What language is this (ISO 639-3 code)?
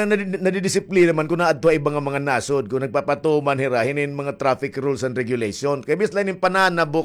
war